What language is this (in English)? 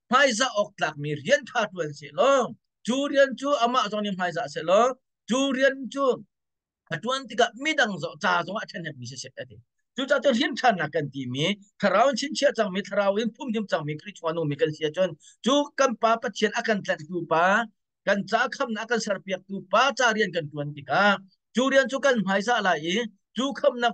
Hakha Chin